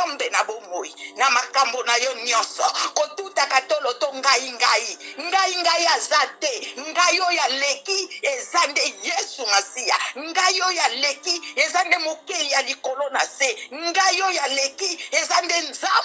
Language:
Lingala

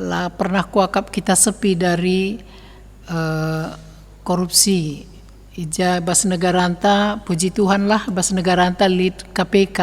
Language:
Batak Karo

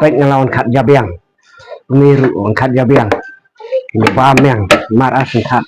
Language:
Khasi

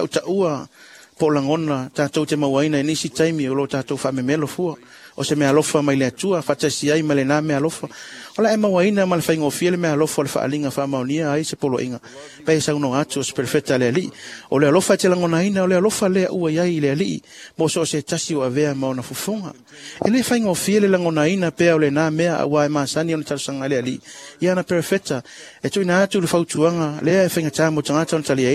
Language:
Samoan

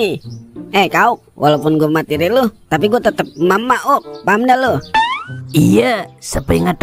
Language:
Betawi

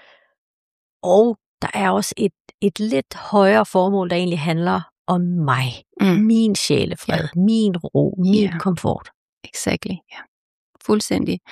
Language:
Danish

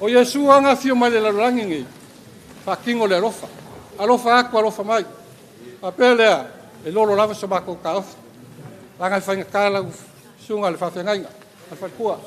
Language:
Samoan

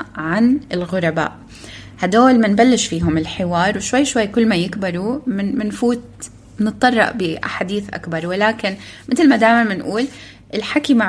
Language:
North Levantine Arabic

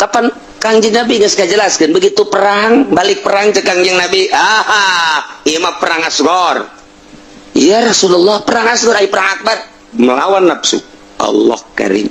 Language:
Sundanese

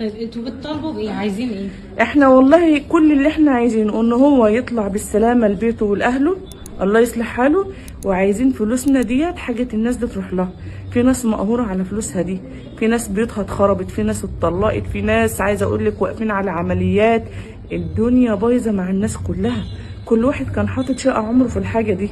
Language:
Egyptian Arabic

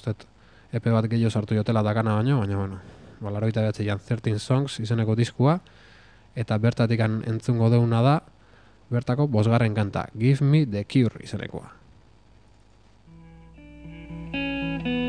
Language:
Basque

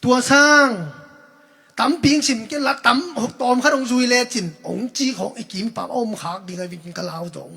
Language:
Tedim Chin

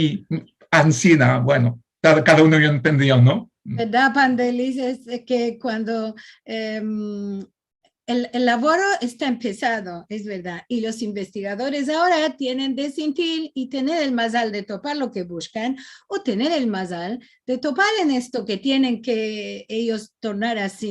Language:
Ladino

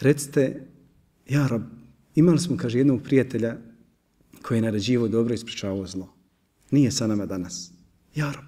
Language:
Bosnian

